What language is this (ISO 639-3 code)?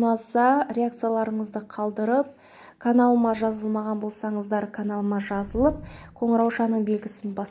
kaz